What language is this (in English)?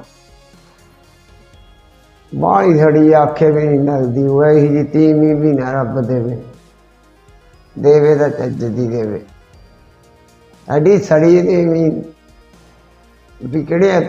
Punjabi